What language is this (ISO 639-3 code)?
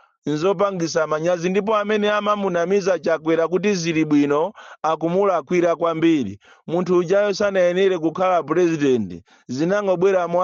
nya